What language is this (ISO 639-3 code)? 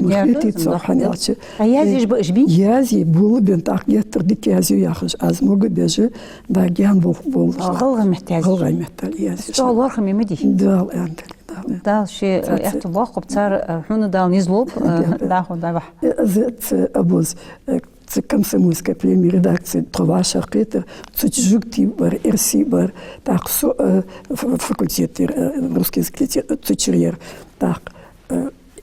inh